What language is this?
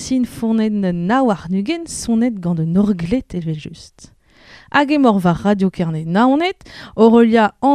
Breton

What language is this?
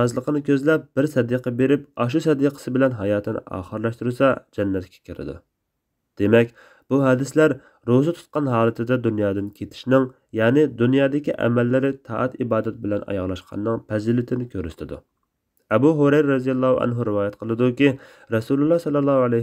Uyghur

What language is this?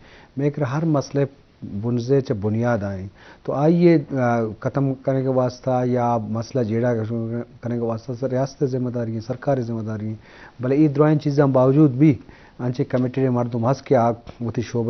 Baluchi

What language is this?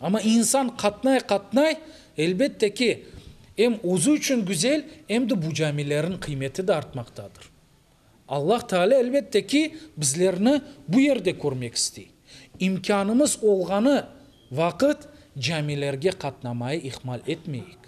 Crimean Tatar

